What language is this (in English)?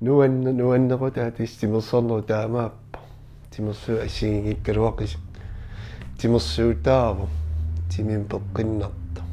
Kalaallisut